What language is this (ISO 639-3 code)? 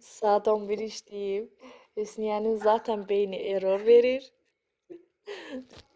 aze